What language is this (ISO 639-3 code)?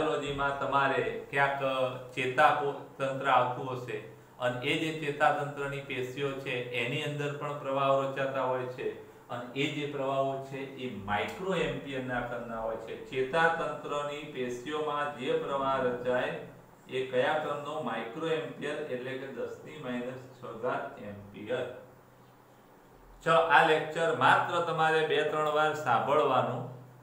guj